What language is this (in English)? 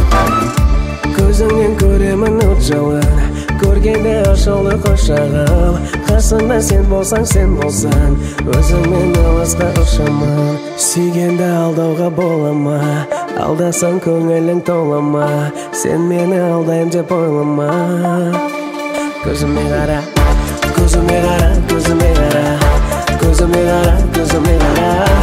Kazakh